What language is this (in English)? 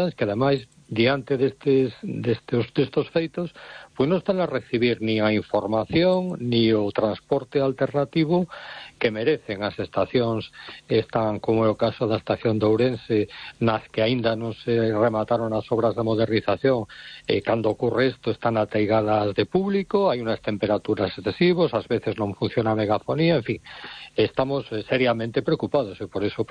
Galician